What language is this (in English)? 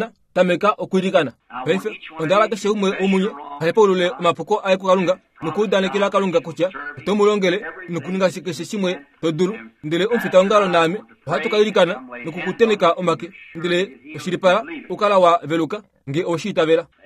Kuanyama